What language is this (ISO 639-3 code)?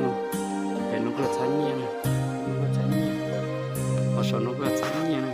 hmn